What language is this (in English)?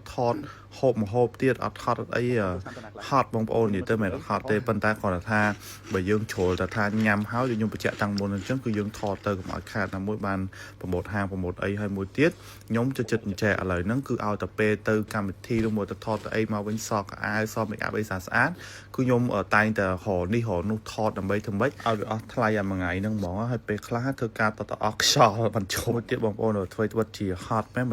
Khmer